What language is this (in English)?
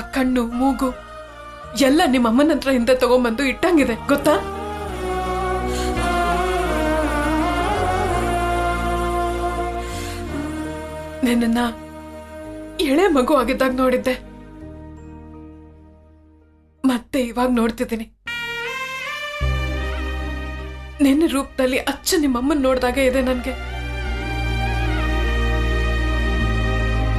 Kannada